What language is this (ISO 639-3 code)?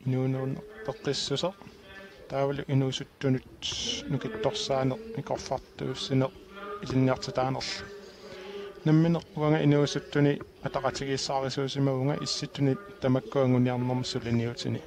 kal